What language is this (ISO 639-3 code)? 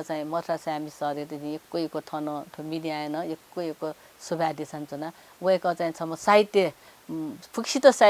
new